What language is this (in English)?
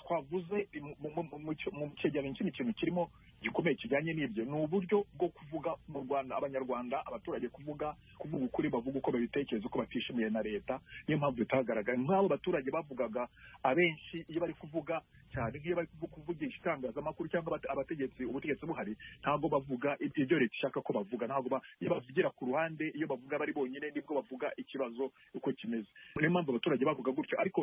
Kinyarwanda